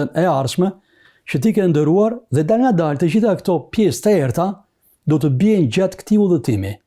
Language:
Albanian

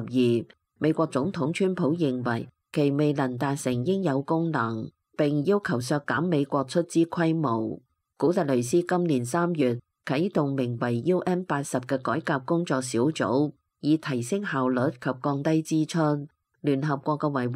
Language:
Cantonese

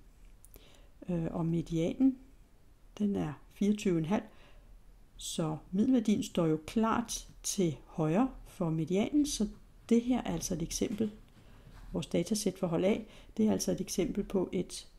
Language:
Danish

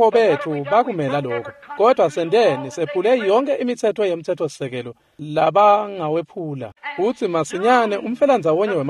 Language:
Swati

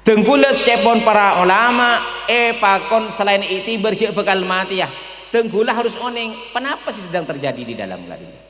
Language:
Madurese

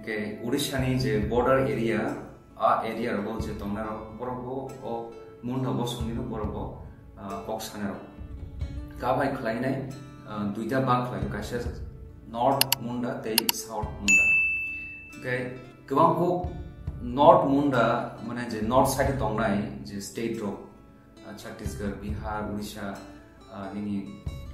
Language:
Kok Borok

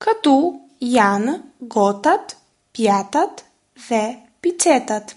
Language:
Albanian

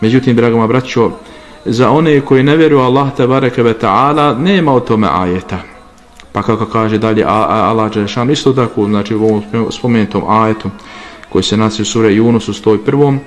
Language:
Bosnian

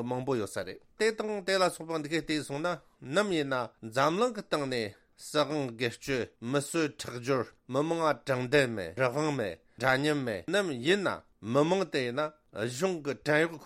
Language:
Tibetan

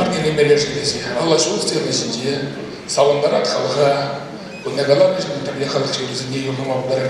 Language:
Chuvash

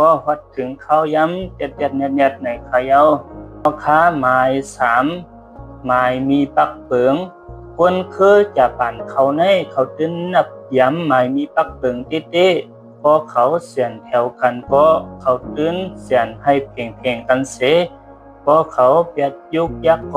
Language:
Shan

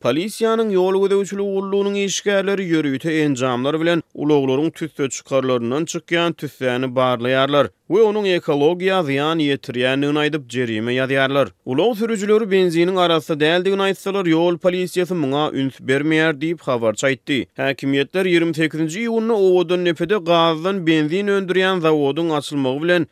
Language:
Turkmen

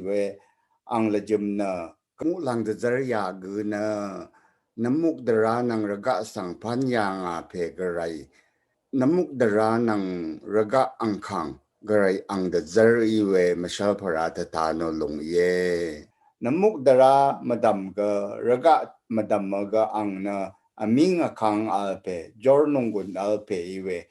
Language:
Rawang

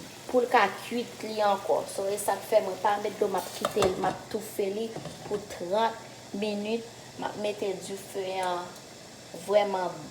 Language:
Haitian Creole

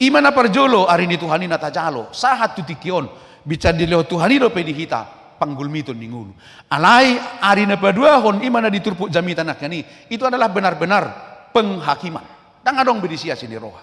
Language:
Batak Toba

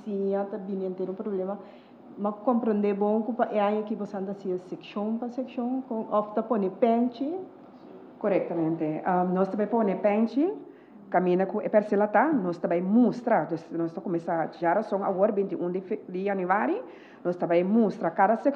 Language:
Papiamento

